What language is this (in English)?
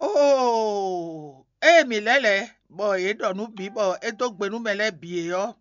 Fon